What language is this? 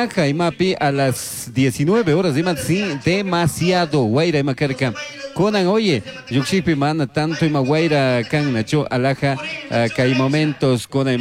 Chimborazo Highland Quichua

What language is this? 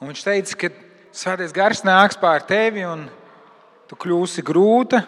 Latvian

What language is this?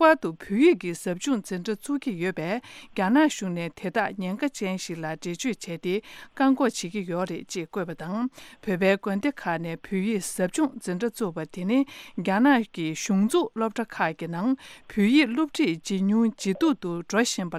Tibetan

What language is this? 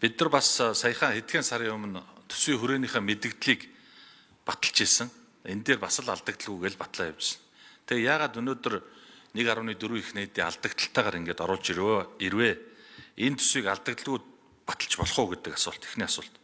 Mongolian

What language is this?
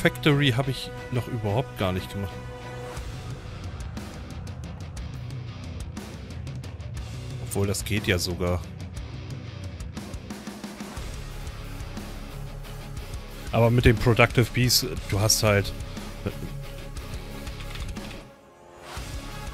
German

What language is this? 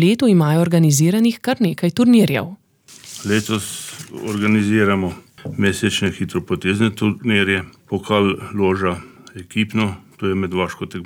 Slovenian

